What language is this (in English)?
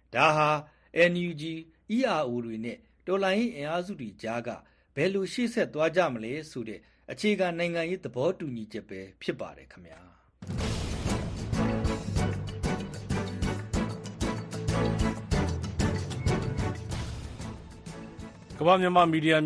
Burmese